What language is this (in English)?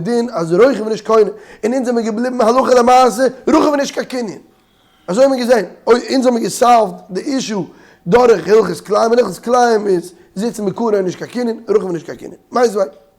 Yiddish